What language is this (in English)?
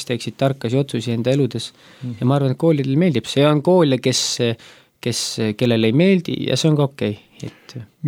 Estonian